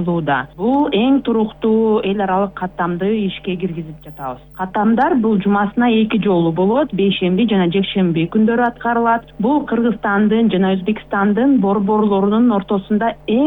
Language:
Kyrgyz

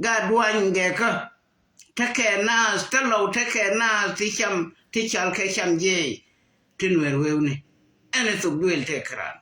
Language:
Nuer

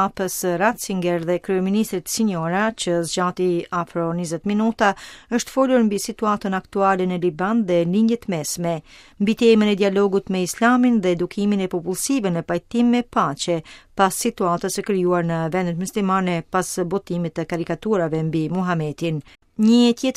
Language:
Albanian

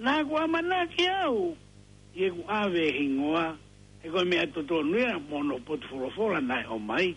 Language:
Tongan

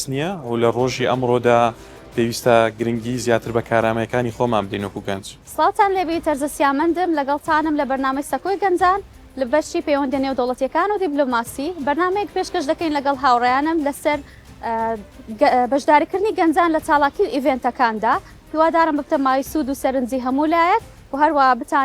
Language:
Central Kurdish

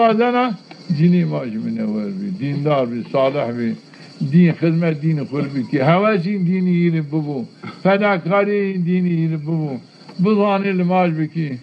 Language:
Zaza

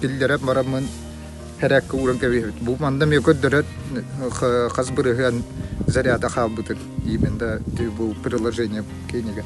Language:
Yakut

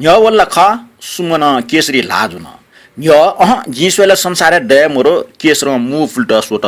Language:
Newari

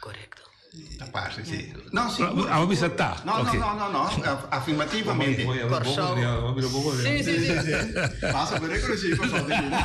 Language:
Papiamento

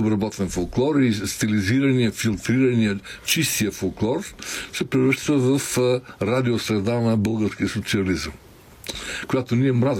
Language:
Bulgarian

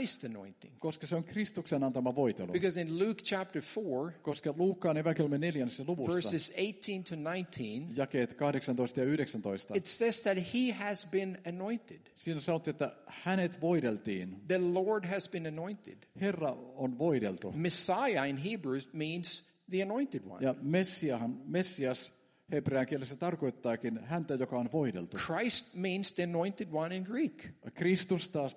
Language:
Finnish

